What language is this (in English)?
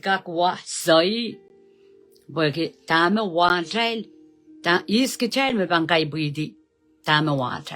Pohnpeian